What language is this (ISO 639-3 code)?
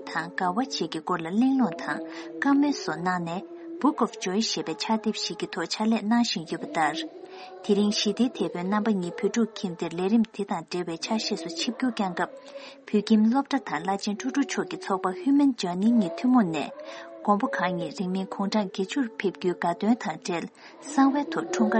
bod